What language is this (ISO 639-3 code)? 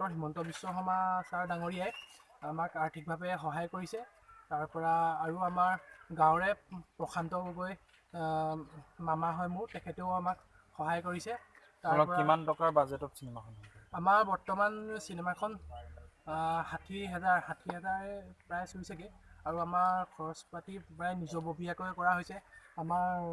asm